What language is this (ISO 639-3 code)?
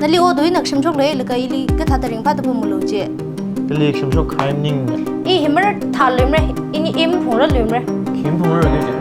nmf